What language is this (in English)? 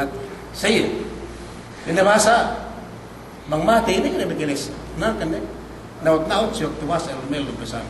Yakan